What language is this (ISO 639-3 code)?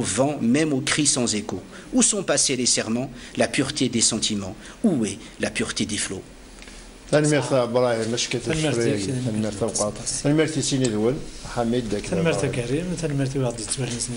kab